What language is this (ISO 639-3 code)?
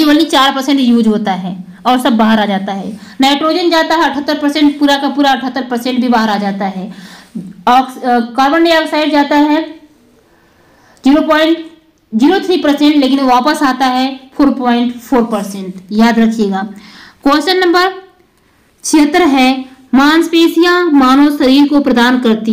hin